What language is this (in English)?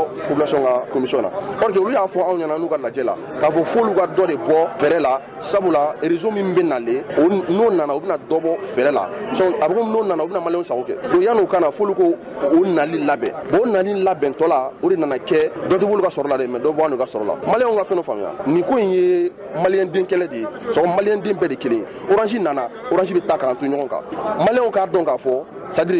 Bambara